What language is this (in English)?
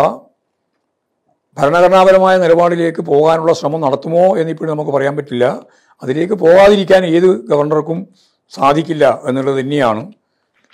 Malayalam